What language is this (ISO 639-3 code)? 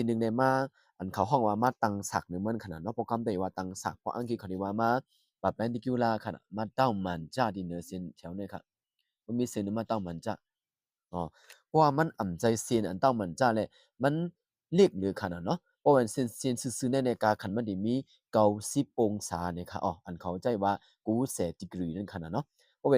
shn